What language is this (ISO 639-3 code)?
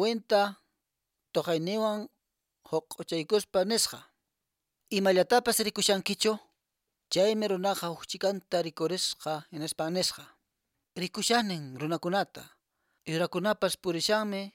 que